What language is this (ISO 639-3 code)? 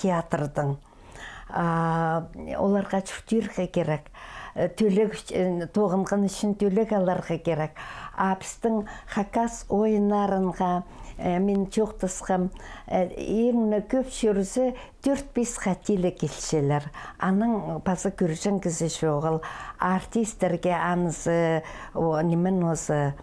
kjh